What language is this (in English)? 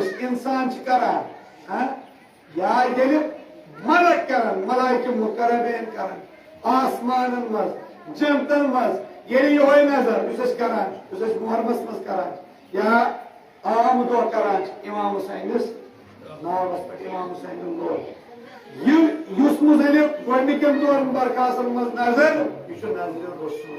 Kashmiri